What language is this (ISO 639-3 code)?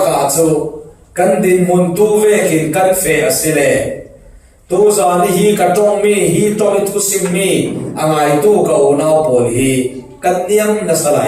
cfm